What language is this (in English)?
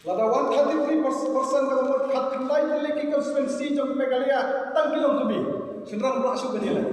Khasi